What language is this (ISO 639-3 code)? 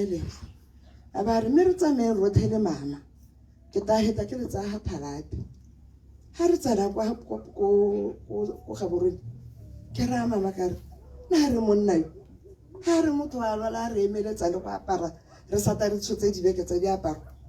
tsn